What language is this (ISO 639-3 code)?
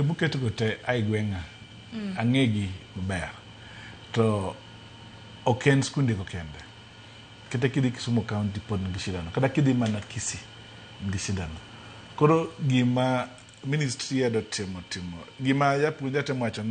luo